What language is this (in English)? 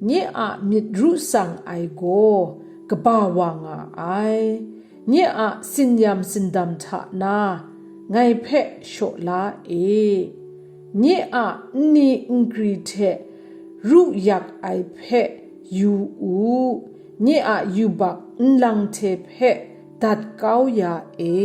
Kachin